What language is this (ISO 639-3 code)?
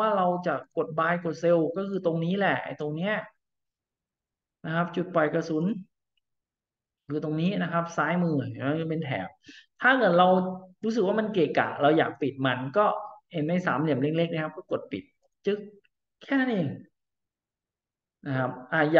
tha